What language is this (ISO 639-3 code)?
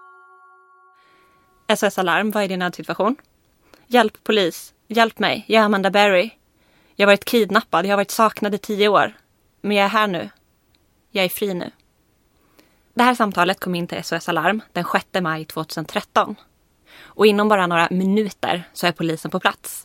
swe